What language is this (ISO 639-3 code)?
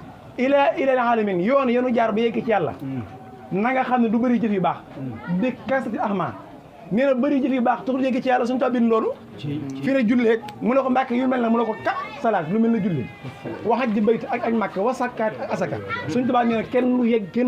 wol